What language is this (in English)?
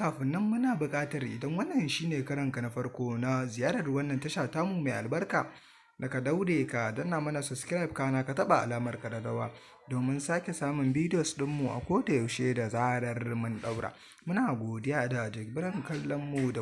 Hausa